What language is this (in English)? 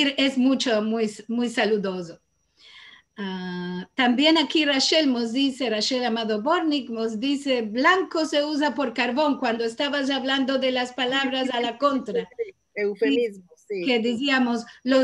Ladino